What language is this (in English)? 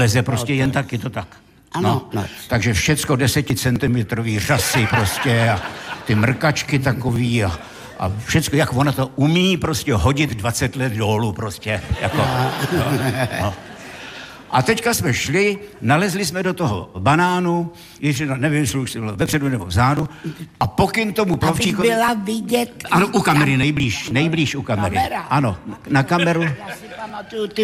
Czech